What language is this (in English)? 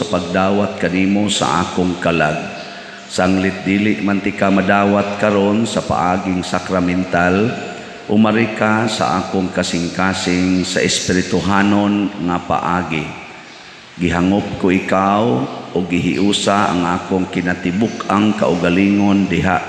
Cebuano